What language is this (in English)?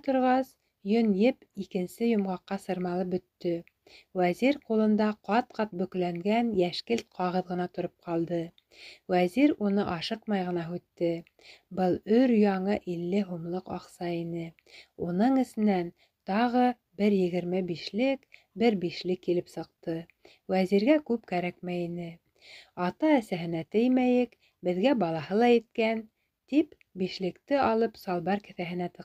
Bashkir